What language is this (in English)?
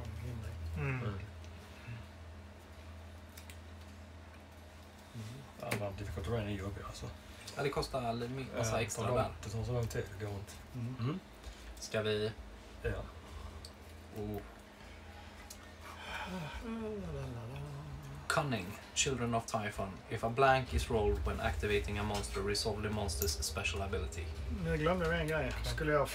Swedish